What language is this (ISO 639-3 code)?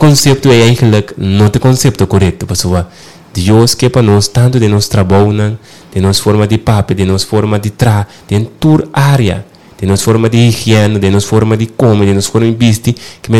pap